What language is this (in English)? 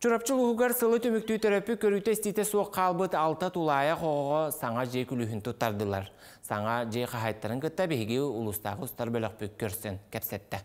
Yakut